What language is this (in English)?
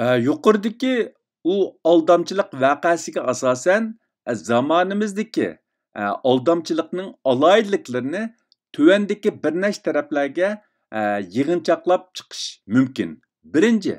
Uyghur